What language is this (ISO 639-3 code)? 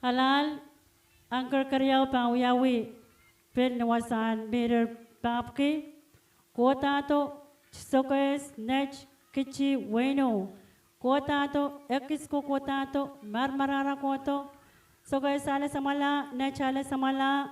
pon